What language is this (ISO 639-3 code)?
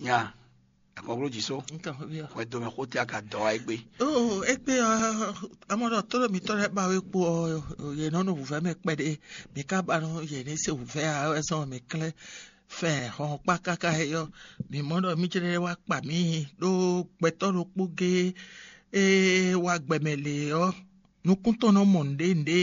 fon